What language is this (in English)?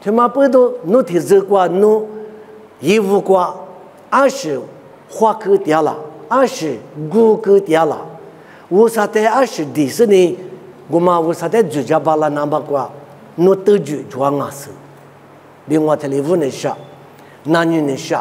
Lisu